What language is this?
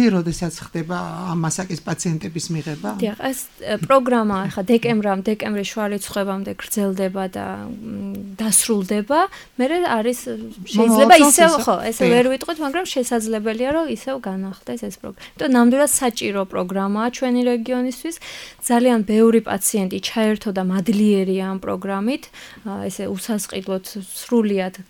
Georgian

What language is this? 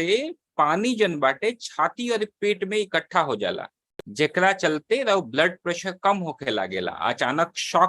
Bhojpuri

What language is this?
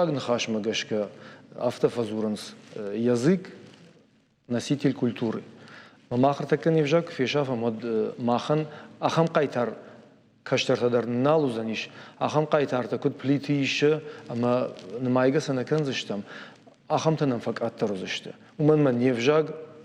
Ossetic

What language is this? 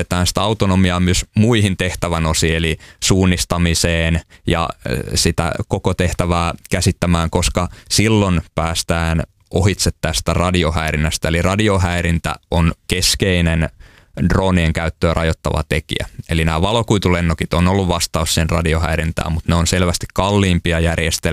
Finnish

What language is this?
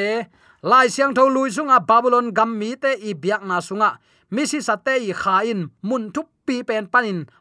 Tedim Chin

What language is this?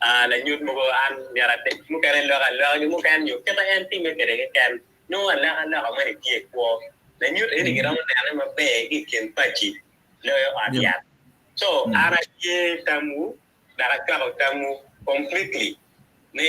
Acoli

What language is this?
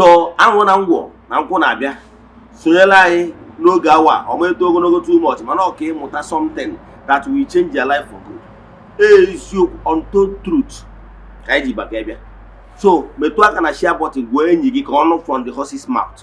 Igbo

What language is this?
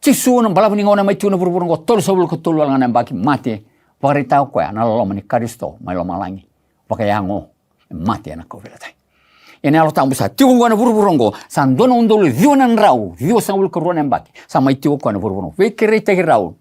Fijian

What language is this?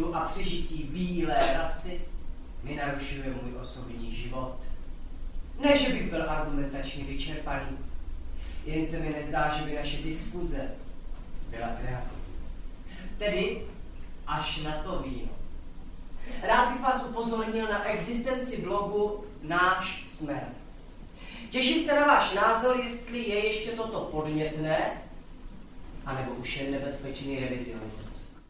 Czech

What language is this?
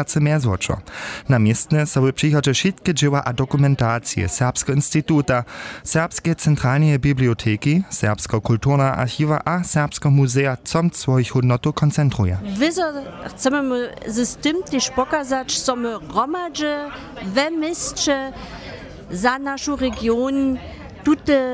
Upper Sorbian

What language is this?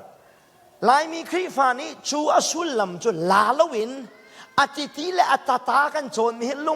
Hakha Chin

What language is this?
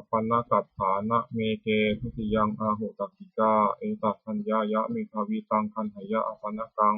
Pali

